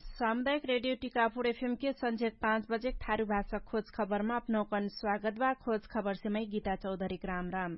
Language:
Dangaura Tharu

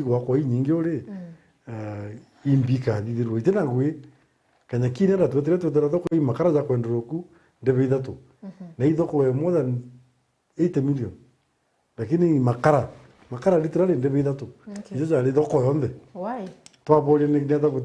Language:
Meru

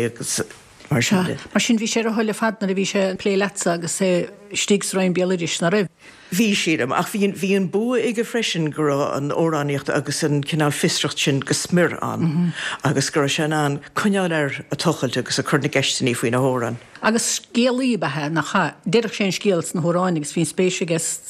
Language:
Irish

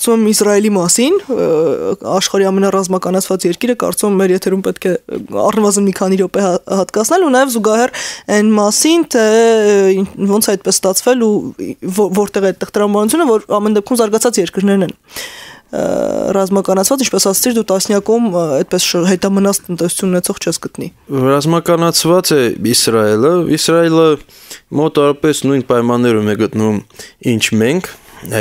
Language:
Armenian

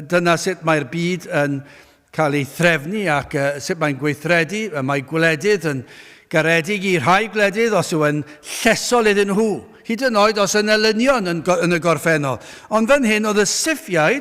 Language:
Welsh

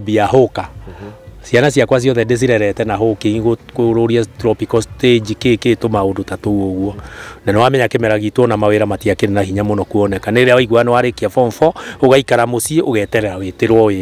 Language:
Kikuyu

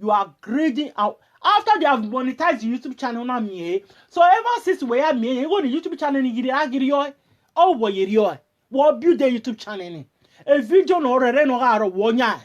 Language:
Nigerian Pidgin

